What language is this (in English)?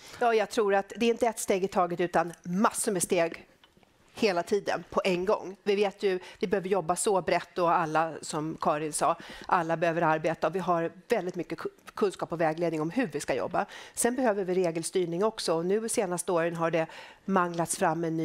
Swedish